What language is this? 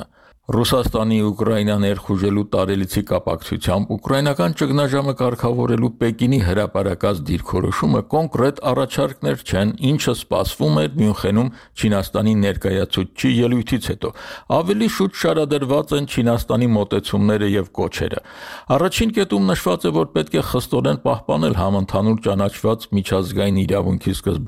Armenian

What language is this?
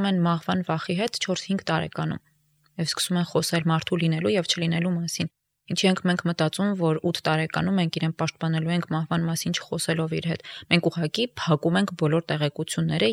Armenian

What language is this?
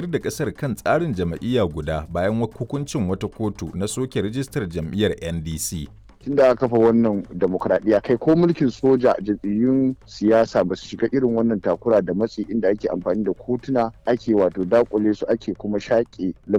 Hausa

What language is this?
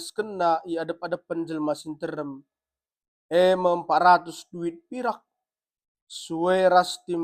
Batak Karo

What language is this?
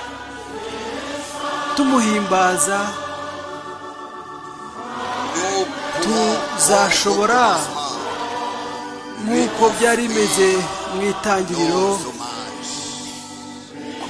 Kinyarwanda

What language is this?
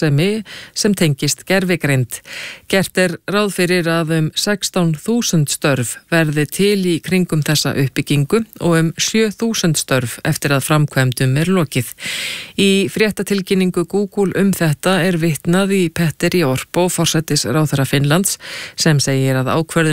Icelandic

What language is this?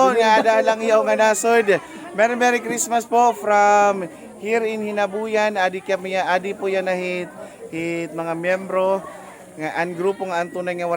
Waray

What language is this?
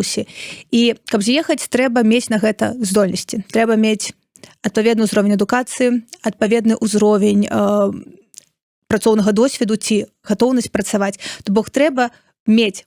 Belarusian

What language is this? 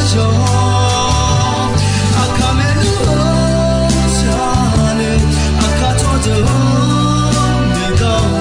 Akha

